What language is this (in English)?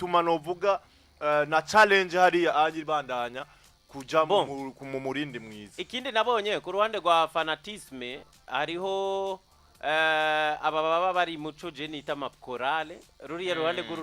Rundi